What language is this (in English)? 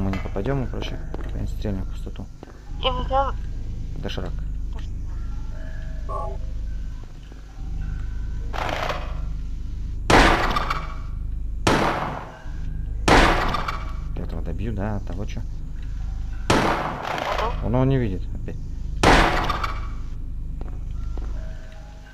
Russian